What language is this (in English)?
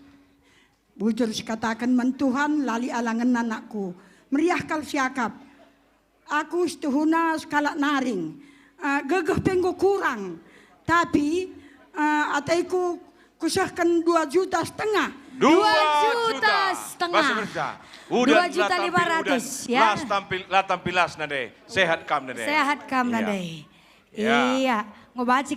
Batak Karo